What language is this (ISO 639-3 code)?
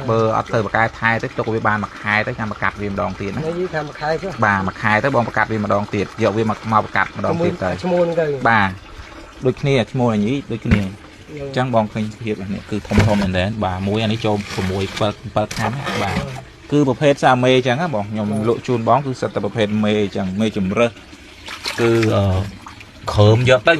khm